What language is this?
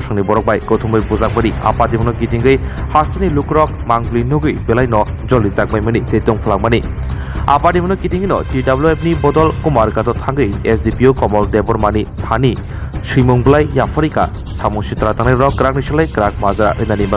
Kok Borok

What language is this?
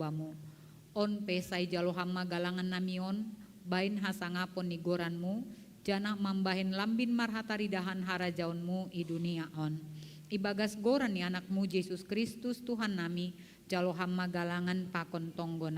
Batak Simalungun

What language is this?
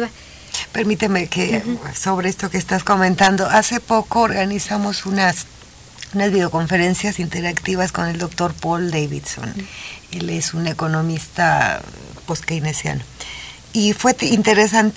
Spanish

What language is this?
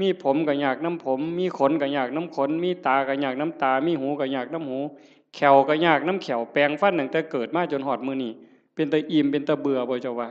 Northeastern Thai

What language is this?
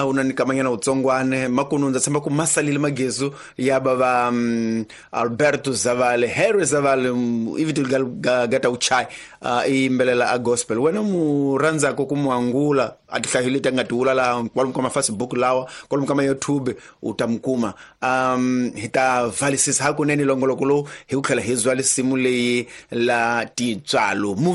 Tsonga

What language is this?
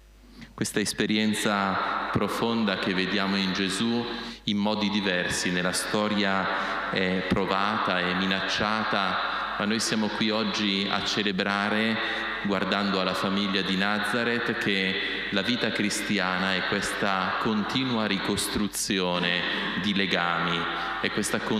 Italian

